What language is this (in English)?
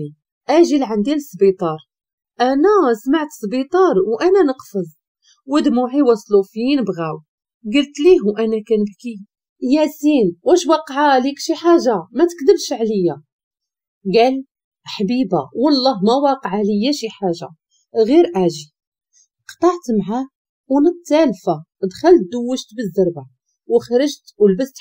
Moroccan Arabic